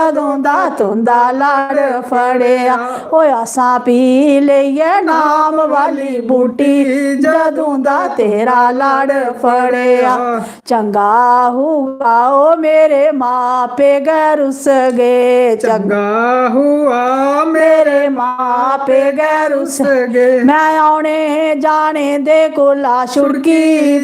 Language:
Dogri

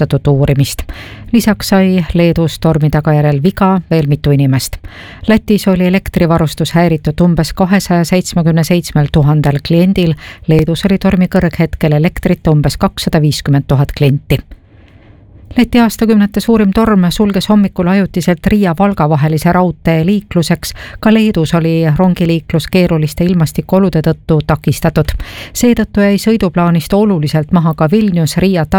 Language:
Estonian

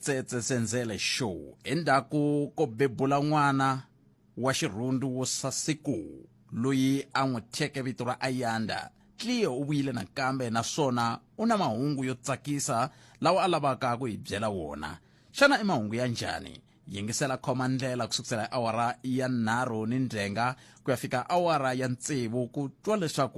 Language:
Tsonga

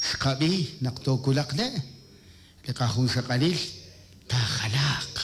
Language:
Kekchí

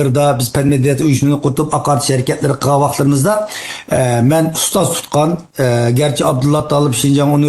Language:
Uyghur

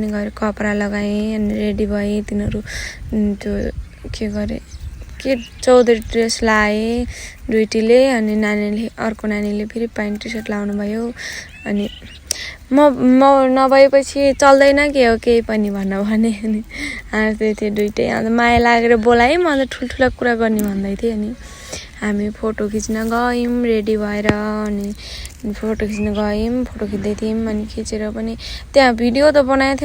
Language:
Nepali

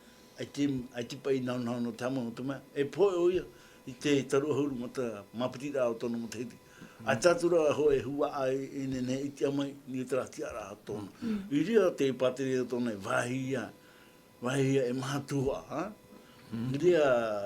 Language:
Tahitian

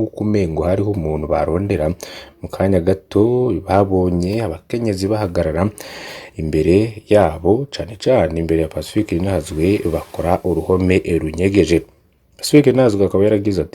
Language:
Rundi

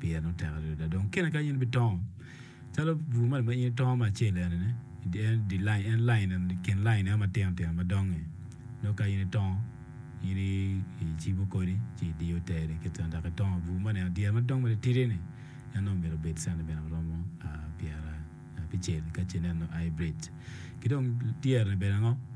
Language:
Acoli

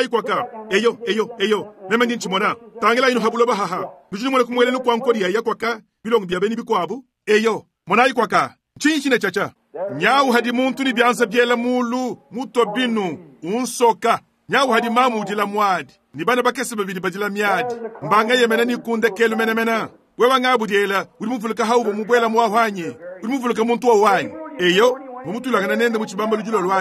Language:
Luba-Lulua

